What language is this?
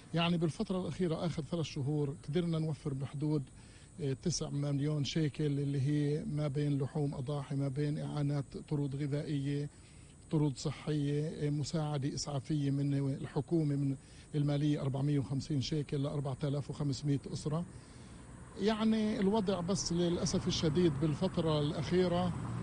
North Levantine Arabic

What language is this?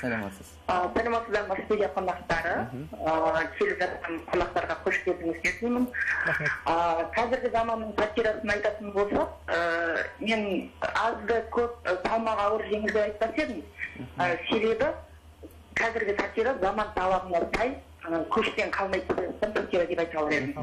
Kara-Kalpak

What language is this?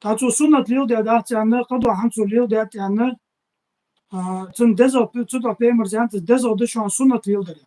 Ingush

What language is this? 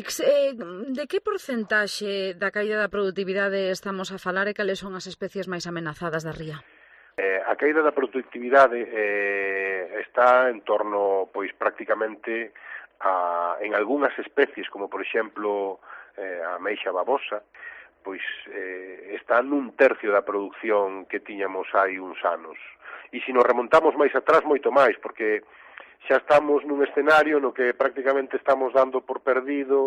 Galician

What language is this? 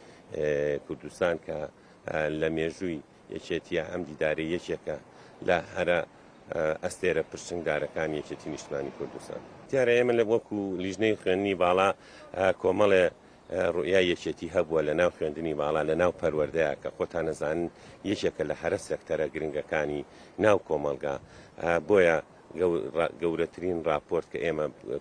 Central Kurdish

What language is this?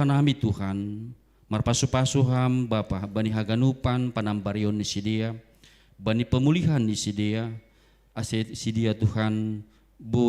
Batak Simalungun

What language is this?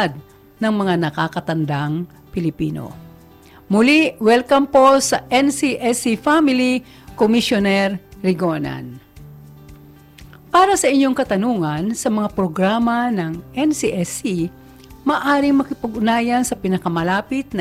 Filipino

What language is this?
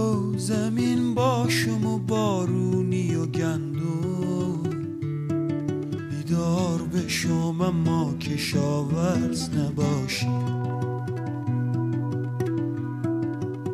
Persian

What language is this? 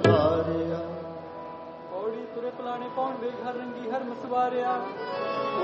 Punjabi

